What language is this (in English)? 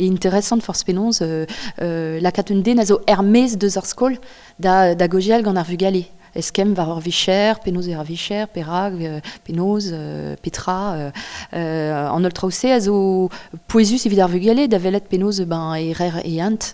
Breton